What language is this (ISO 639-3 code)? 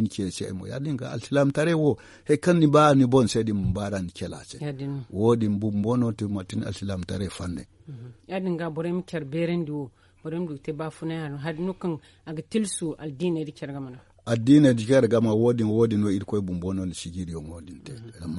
dje